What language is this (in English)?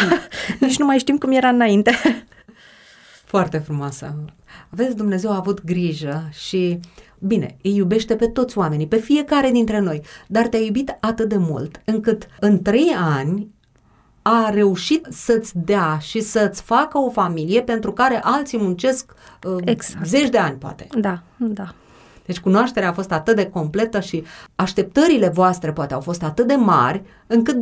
Romanian